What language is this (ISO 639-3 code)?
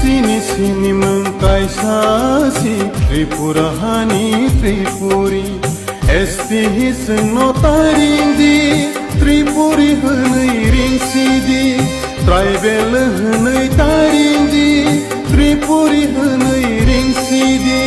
trp